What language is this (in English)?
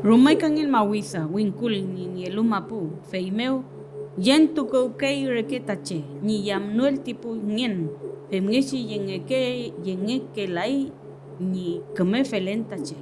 Mapuche